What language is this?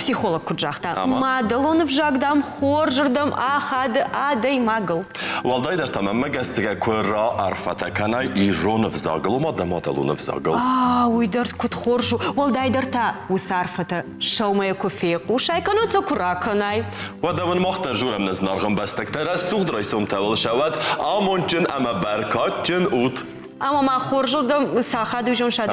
Ossetic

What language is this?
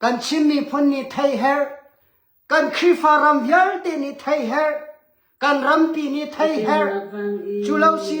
Hakha Chin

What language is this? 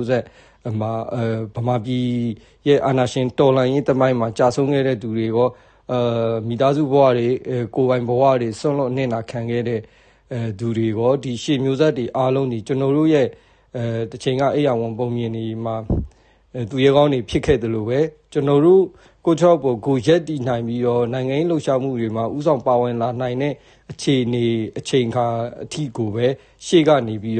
Burmese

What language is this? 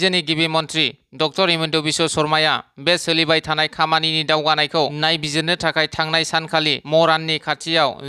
Bodo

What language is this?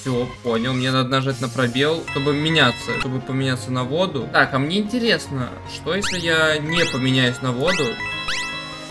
Russian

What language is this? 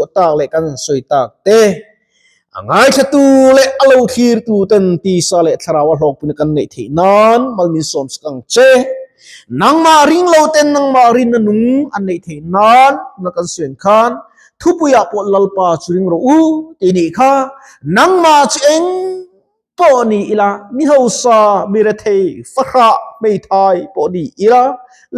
Mizo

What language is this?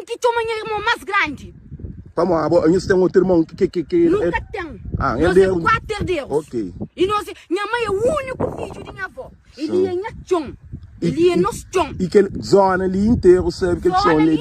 Kabuverdianu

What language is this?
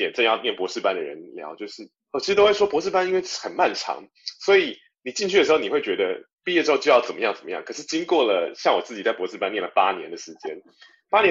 Chinese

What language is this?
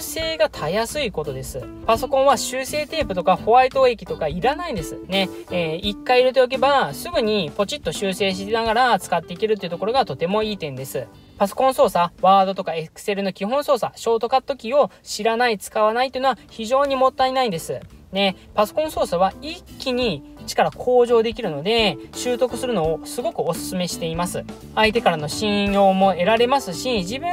Japanese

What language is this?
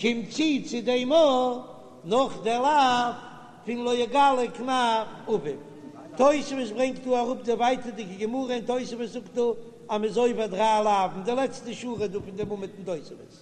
Yiddish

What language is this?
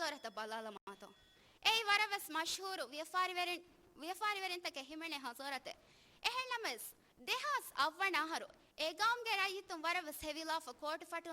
Divehi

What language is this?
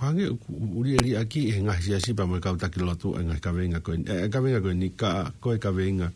Tongan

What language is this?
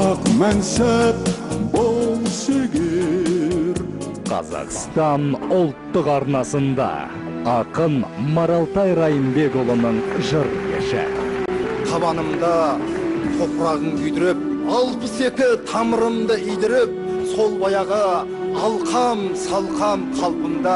Kazakh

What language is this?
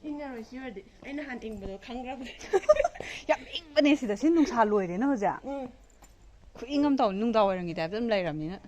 Manipuri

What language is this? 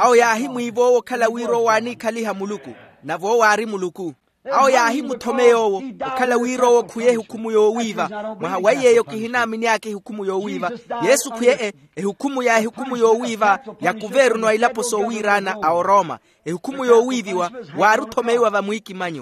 Makhuwa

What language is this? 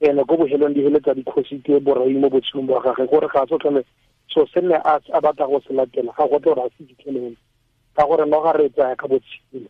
Tswana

